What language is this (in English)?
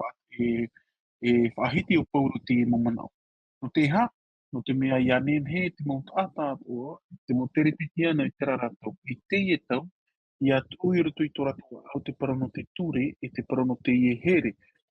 Tahitian